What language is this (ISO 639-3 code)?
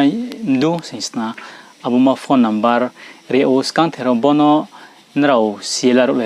ria